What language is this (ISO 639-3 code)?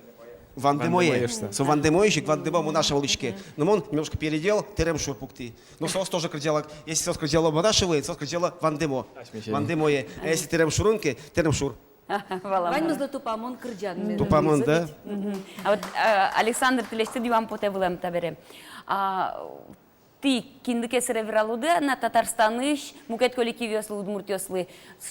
udm